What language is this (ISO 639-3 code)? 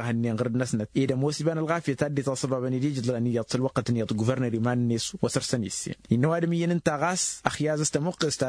taq